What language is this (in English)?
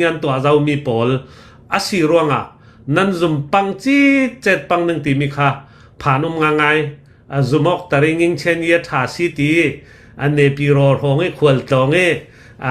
Hakha Chin